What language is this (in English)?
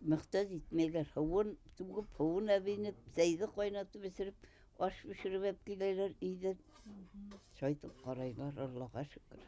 Bashkir